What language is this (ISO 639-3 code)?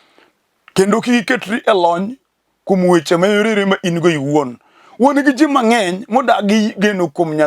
luo